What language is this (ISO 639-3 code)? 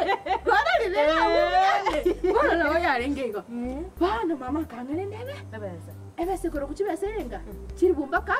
guz